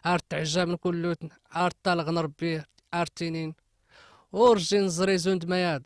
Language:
Kabyle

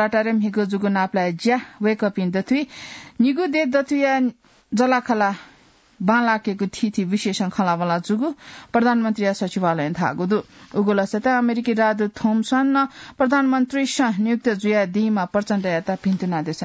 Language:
Newari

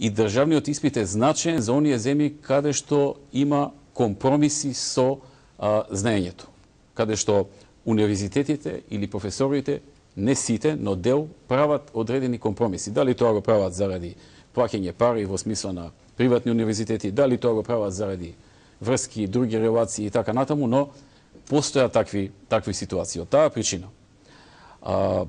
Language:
Macedonian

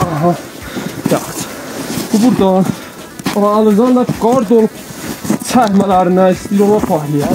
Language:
South Azerbaijani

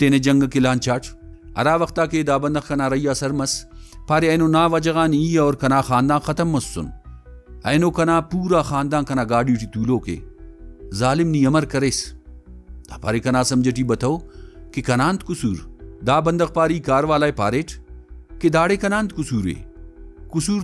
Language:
Brahui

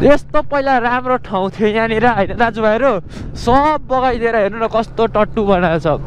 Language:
Nepali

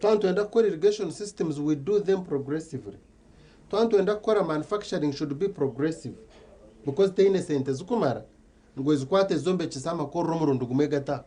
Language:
Nyankole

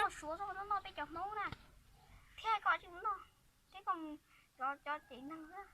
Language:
Hmong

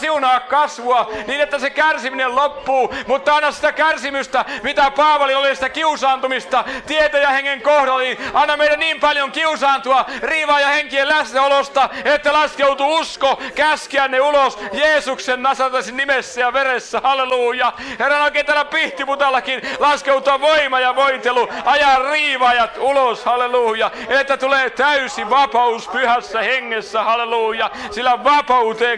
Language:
Finnish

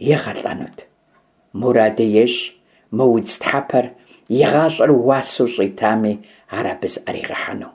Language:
Kabardian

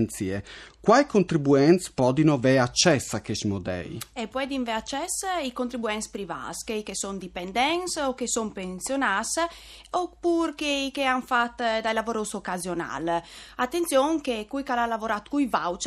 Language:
Friulian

